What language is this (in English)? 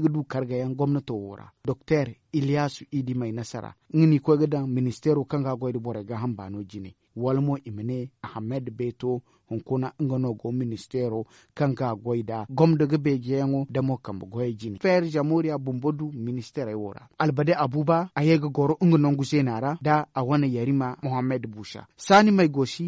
Zarma